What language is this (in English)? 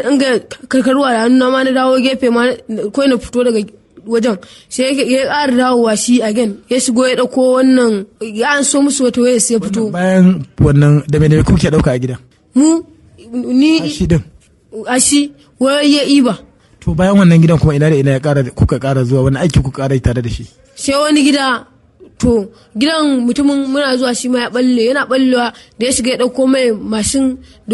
Hausa